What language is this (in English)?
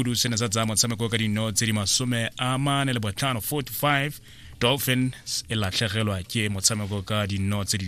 Tswana